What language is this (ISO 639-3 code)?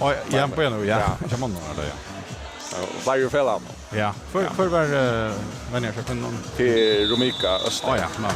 fao